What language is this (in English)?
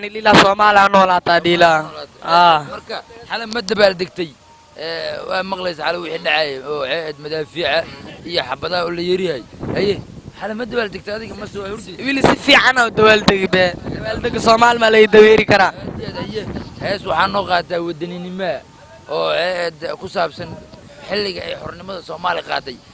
Somali